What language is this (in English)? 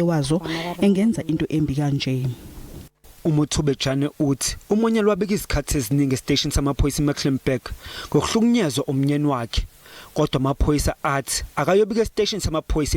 Zulu